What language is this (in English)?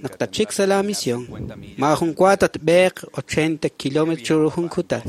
Kekchí